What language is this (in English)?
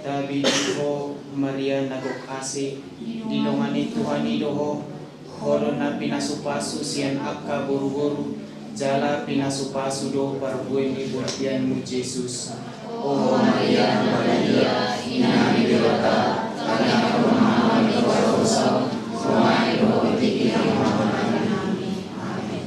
Batak Toba